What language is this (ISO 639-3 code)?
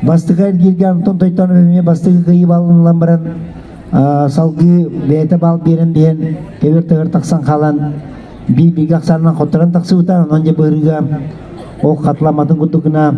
kir